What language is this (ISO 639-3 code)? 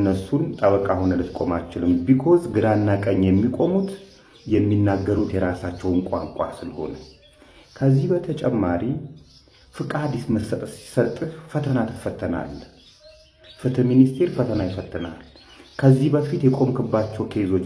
amh